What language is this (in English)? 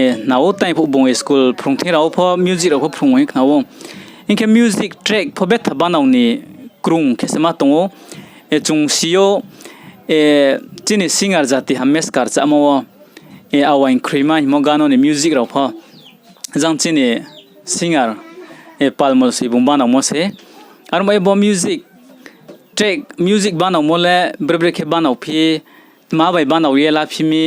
Riang (India)